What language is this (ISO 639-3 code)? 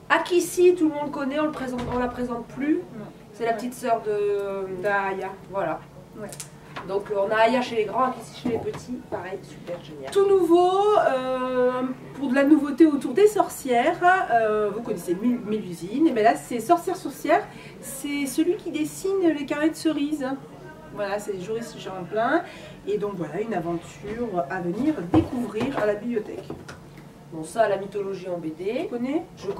fra